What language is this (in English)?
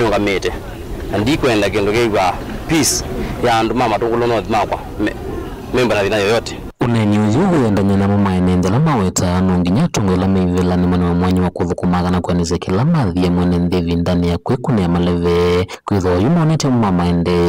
Kamba